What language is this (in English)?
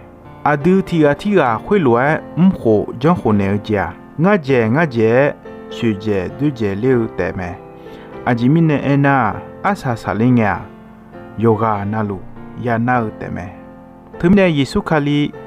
Akha